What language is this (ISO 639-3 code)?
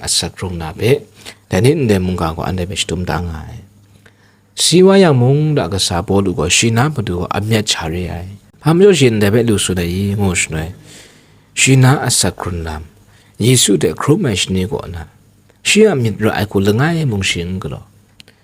kac